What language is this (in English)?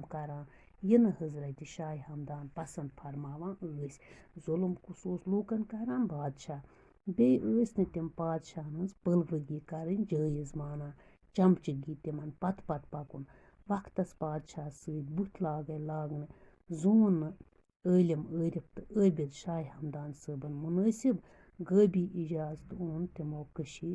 Kashmiri